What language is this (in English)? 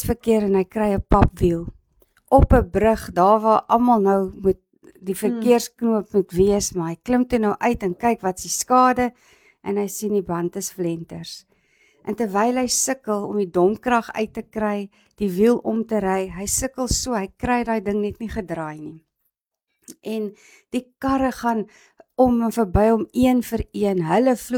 Afrikaans